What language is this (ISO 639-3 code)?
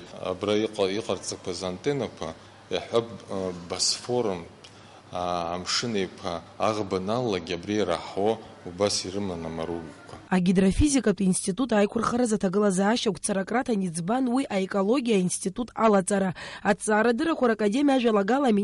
abk